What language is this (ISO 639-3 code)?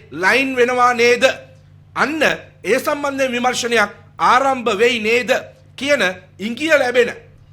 sin